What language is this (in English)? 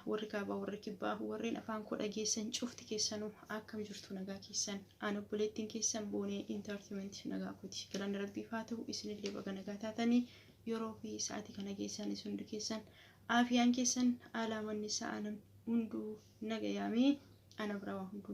Oromo